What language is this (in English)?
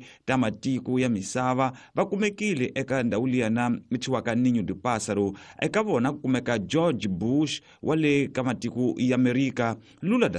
Tsonga